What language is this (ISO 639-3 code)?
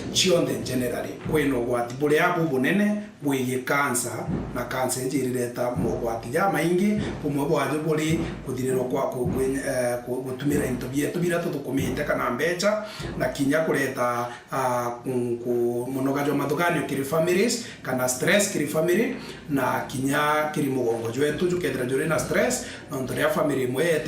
mer